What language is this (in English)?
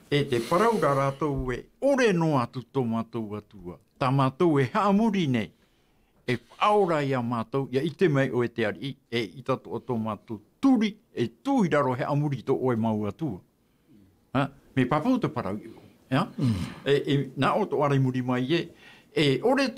Tahitian